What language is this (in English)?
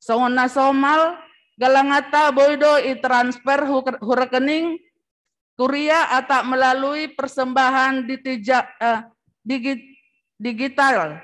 Batak Simalungun